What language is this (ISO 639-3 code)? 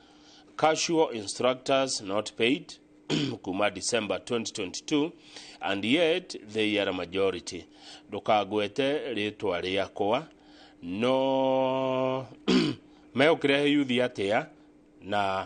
kik